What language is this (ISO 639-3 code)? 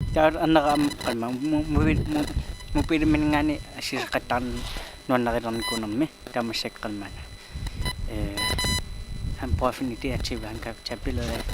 kal